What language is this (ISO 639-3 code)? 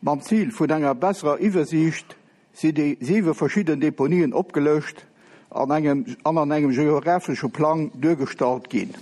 ltz